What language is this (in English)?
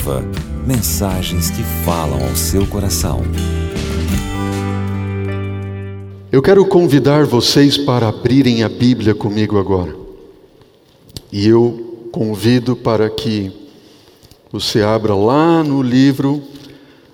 Portuguese